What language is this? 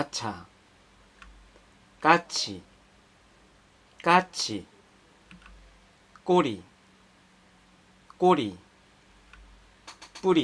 Korean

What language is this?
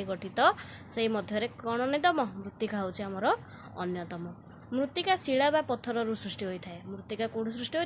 Odia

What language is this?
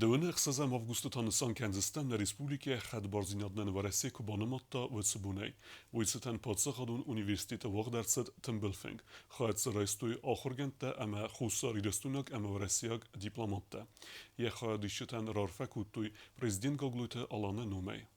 Ossetic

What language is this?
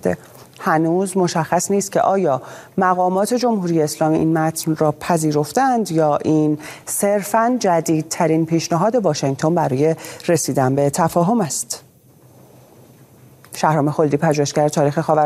Persian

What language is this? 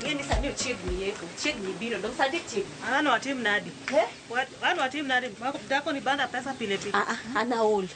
Luo (Kenya and Tanzania)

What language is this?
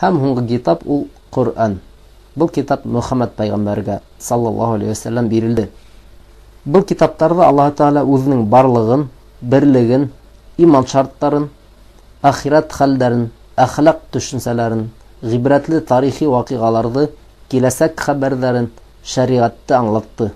Bashkir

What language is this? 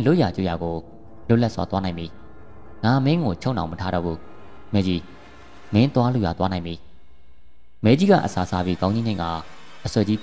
Burmese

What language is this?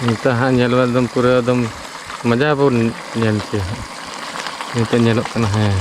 Santali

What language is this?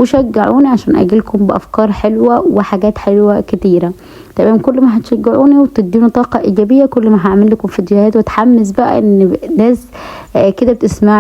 Egyptian Arabic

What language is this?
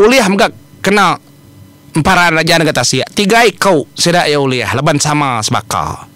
Iban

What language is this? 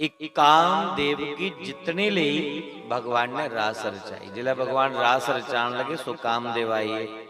Dogri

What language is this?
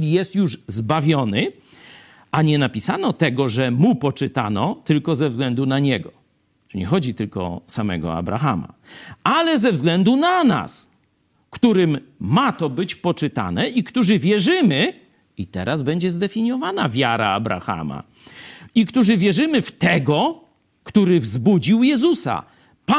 Polish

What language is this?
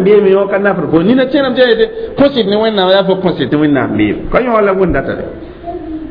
Mossi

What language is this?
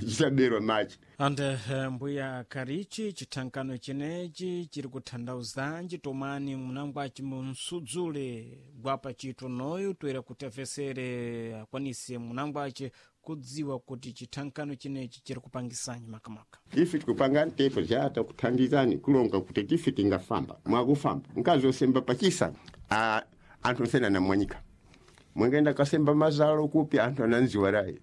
Sena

